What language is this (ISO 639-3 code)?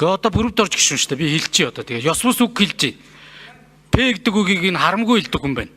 mon